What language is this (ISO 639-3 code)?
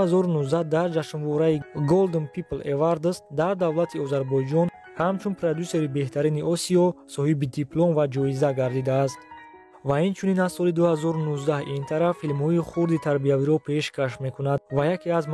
tgk